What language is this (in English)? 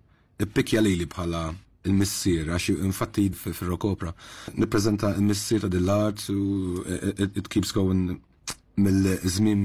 Maltese